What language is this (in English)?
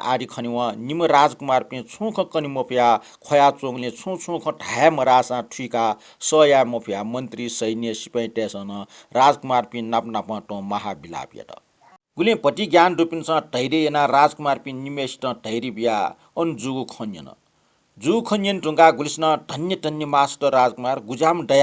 Newari